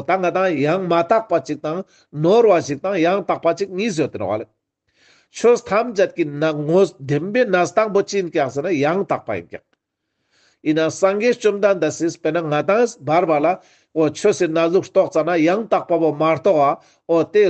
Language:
Ladakhi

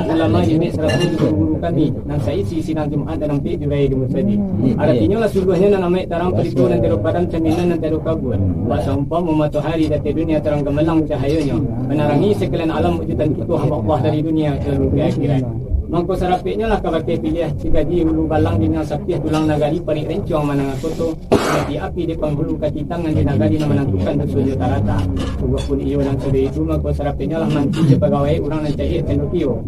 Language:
Minangkabau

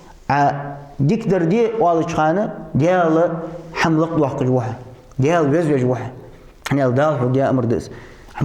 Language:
Ingush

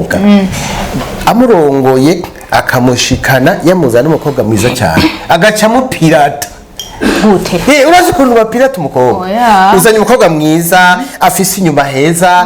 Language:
Rundi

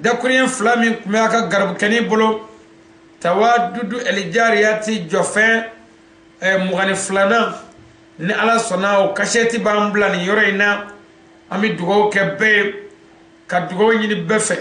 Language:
Bambara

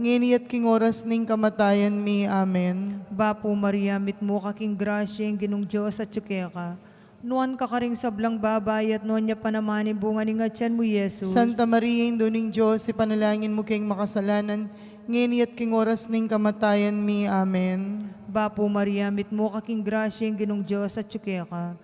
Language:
Pampanga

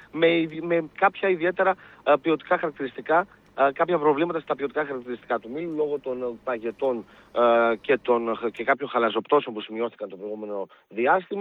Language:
Greek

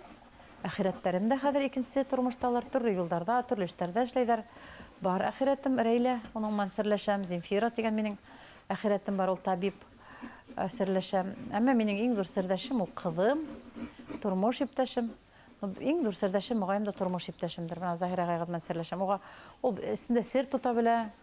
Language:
Bashkir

